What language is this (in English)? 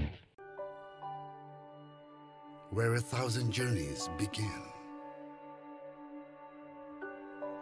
Indonesian